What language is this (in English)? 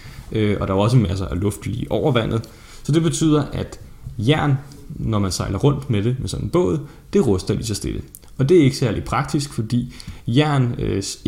Danish